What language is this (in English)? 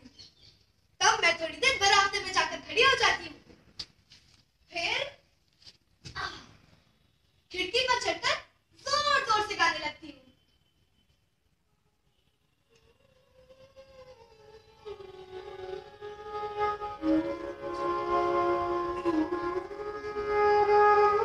Hindi